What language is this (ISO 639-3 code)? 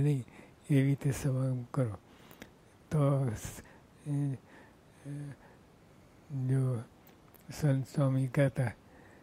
guj